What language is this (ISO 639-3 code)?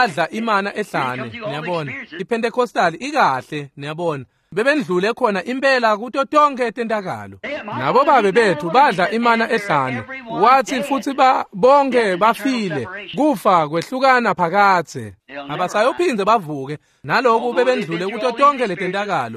ssw